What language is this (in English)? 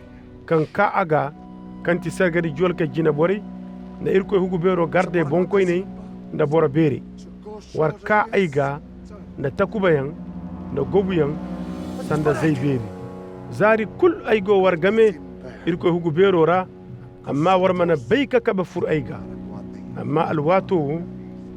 Koyraboro Senni